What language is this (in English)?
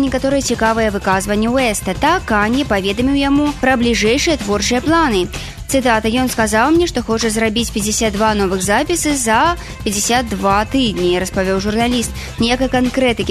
Belarusian